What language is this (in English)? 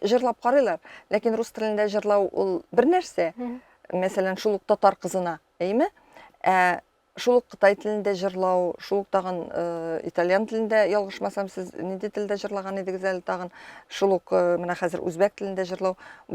Tatar